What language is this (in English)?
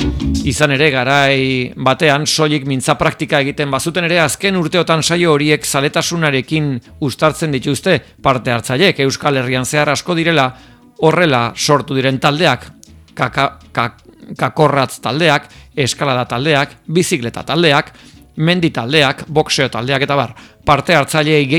Basque